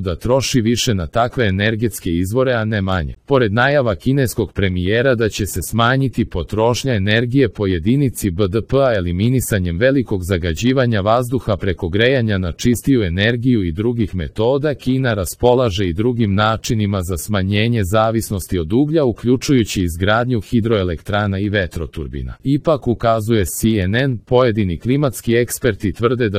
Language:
Serbian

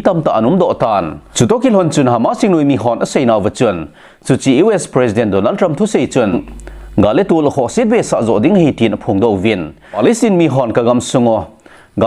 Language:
Thado Chin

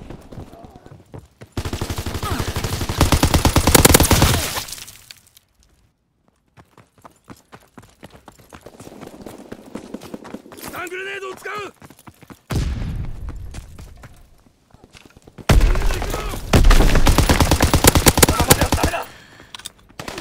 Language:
Japanese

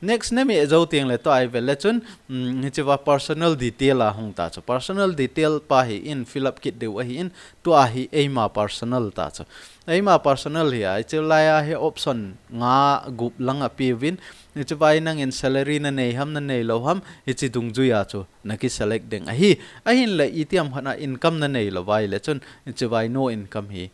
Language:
Thado Chin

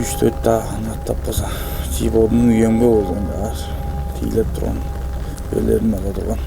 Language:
Tuvinian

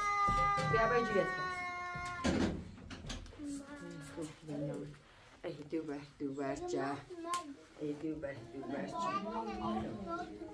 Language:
Persian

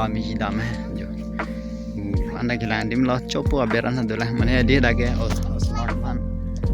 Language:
Karbi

